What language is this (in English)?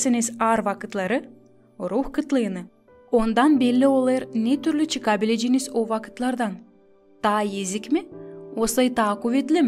Gagauz